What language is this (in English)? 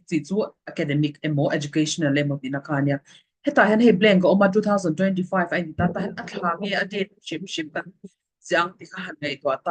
Mizo